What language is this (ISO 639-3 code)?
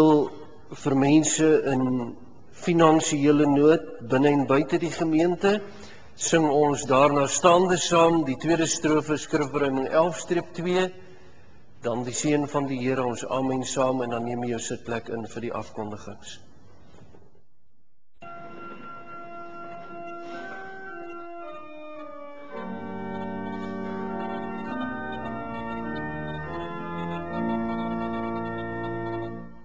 afr